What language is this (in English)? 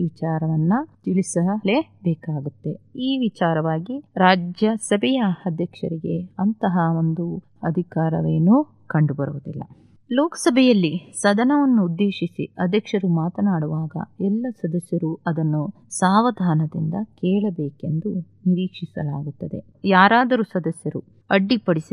Kannada